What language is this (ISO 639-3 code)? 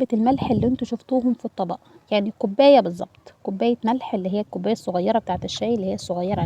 arz